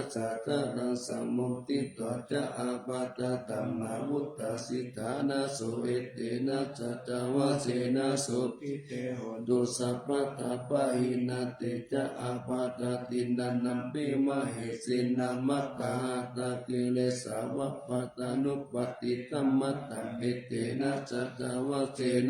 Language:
Pali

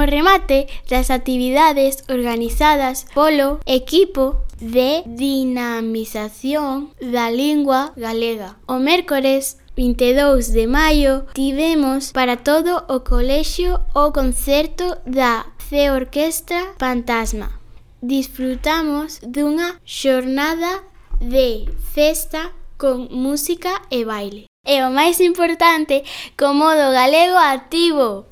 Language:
Galician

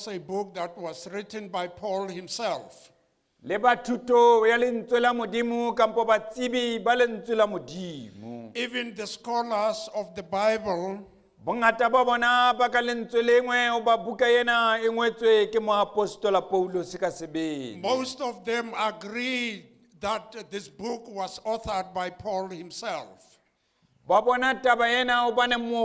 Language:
Southern Sotho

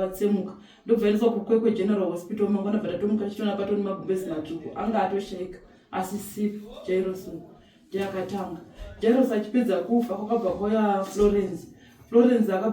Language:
Shona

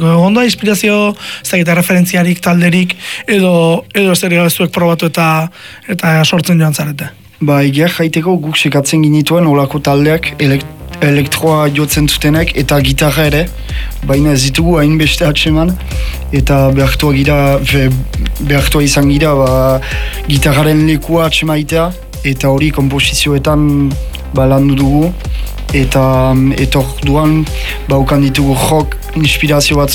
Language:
Basque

